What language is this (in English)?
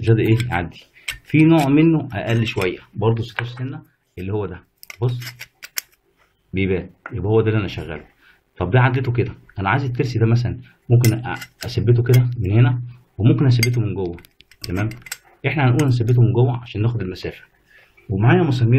Egyptian Arabic